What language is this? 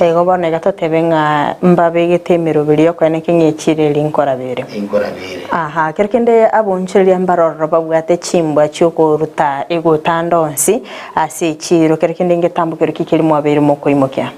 Gusii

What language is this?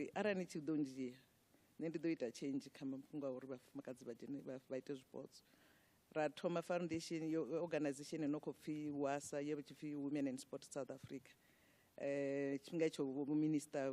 Venda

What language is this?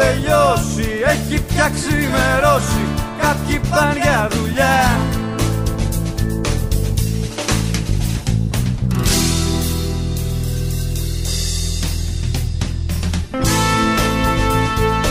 Greek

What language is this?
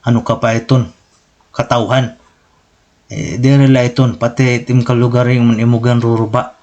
Waray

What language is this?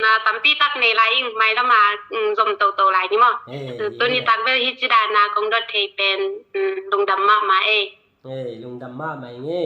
Tedim Chin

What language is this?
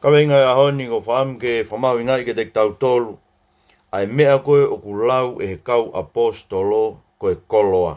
Tongan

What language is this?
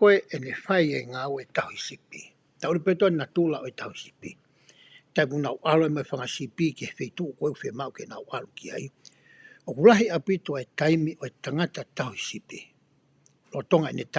Tongan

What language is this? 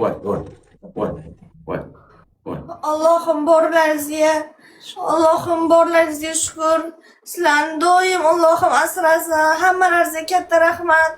Uzbek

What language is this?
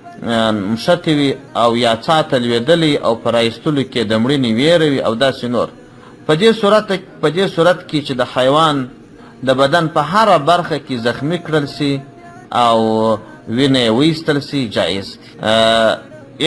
Pashto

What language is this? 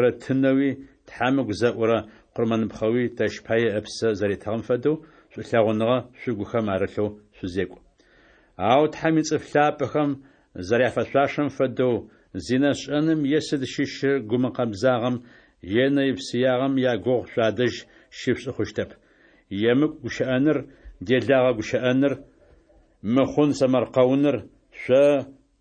Adyghe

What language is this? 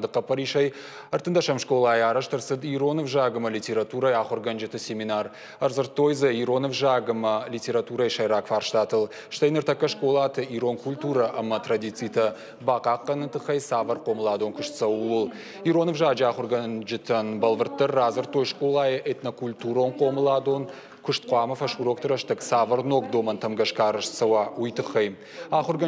Ossetic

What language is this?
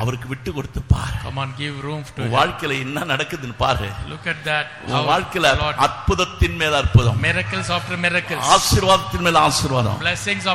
Tamil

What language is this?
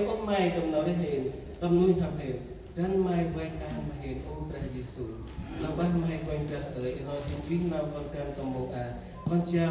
Central Mnong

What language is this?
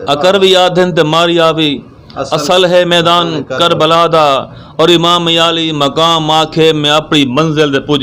Western Panjabi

